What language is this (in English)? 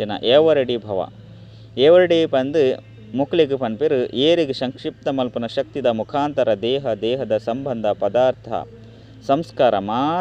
Tulu